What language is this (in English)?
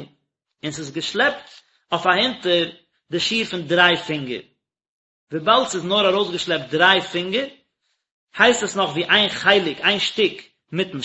Yiddish